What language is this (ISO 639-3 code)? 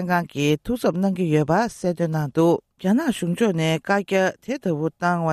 bod